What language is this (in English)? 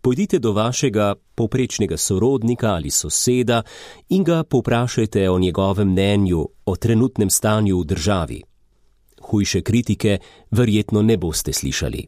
Slovenian